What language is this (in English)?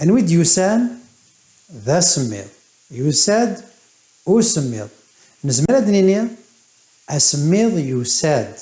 Kabyle